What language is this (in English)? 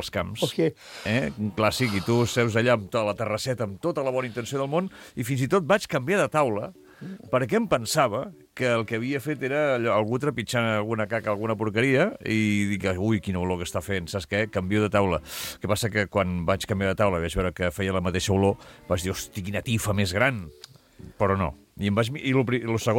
Catalan